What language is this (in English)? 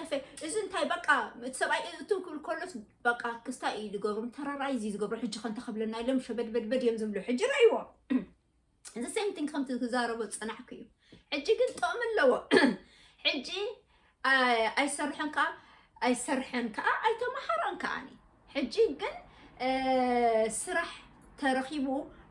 Tigrinya